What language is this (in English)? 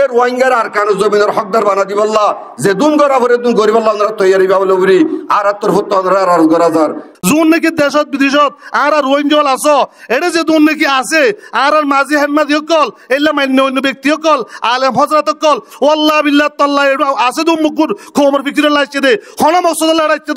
Rohingya